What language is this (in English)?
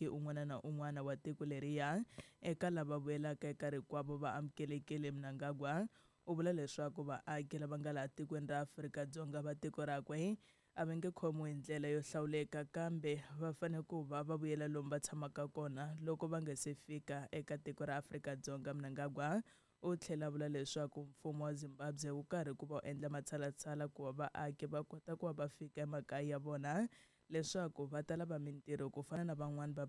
Tsonga